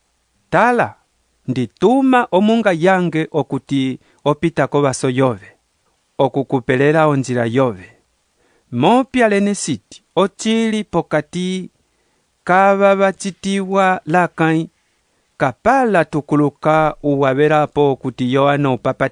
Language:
Umbundu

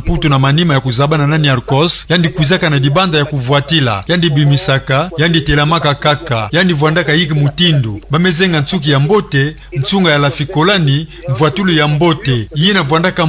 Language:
Kituba (Democratic Republic of Congo)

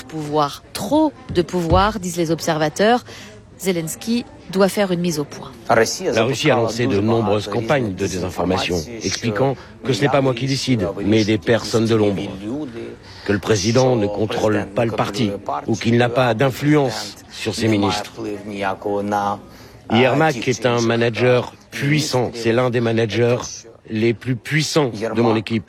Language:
French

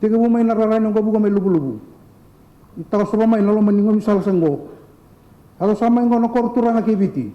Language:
Fijian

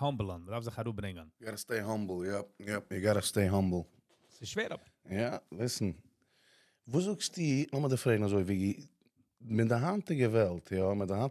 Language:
Yiddish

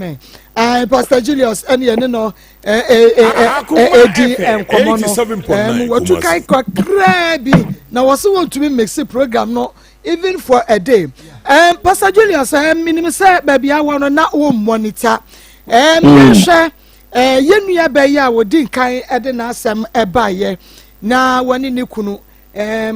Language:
Akan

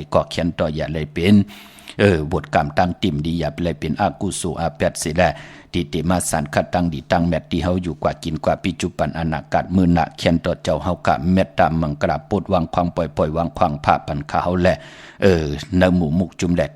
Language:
Shan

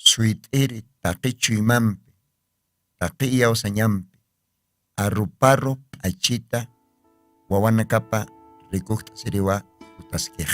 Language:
Aymara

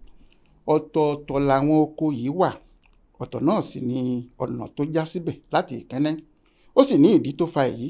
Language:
Yoruba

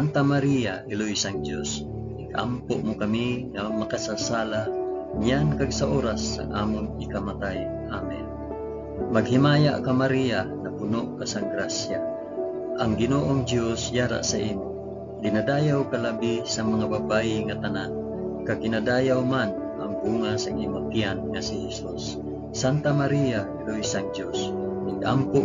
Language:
Hiligaynon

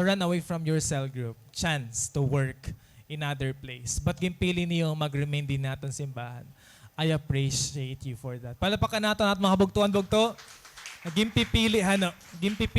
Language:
Waray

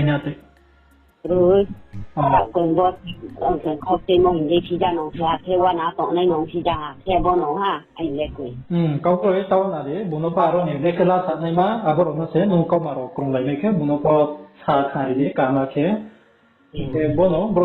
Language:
Riang (India)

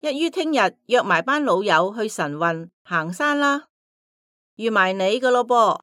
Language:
Cantonese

